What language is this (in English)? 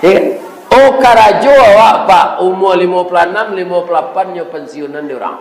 Minangkabau